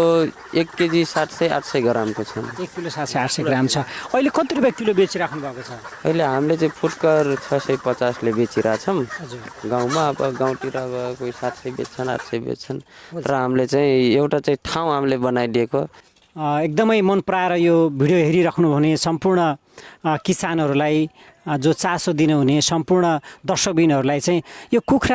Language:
Nepali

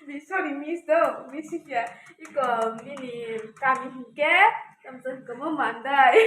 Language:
Kok Borok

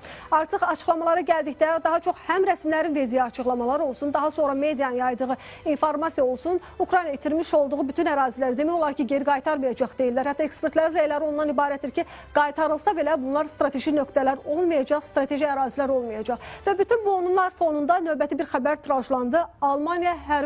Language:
Azerbaijani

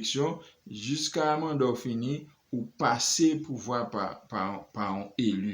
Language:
Haitian Creole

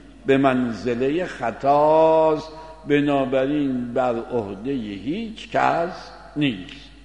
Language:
Persian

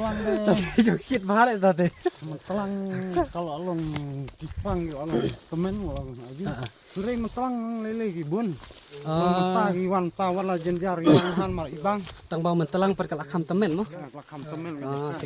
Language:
Khasi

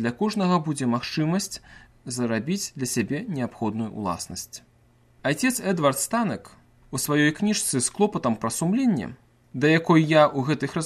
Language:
Belarusian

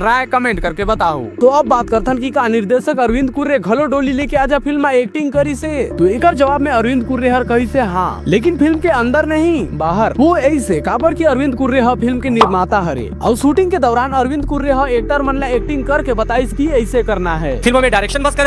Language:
Chhattisgarhi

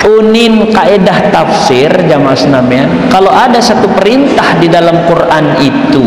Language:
Sasak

